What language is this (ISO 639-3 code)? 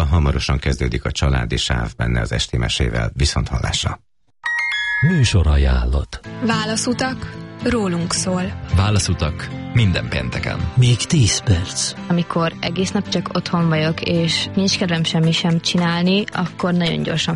hun